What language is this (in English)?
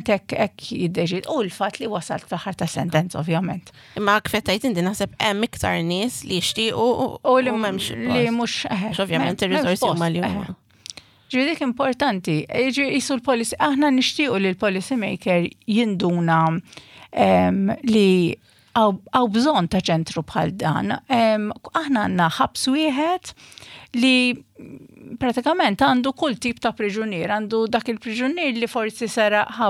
Maltese